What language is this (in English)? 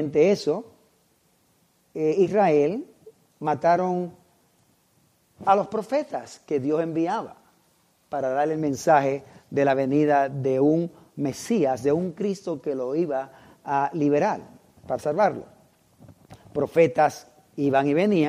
Spanish